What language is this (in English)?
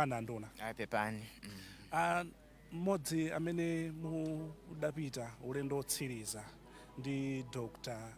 Nyanja